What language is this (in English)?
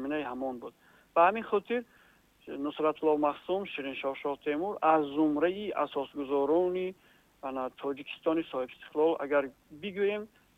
Tajik